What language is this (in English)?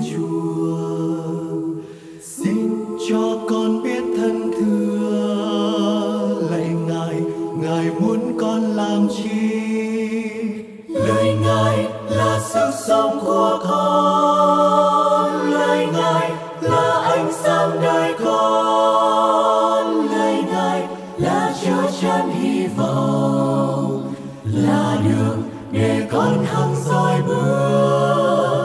Vietnamese